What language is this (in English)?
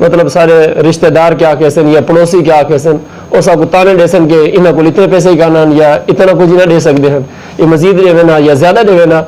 Saraiki